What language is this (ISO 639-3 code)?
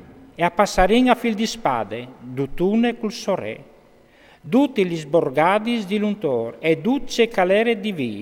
fur